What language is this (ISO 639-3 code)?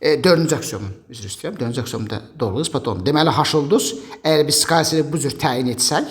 aze